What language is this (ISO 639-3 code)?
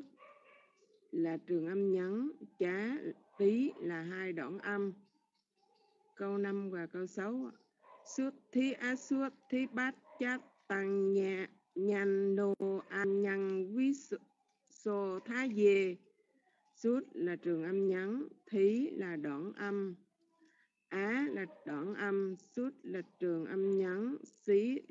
vie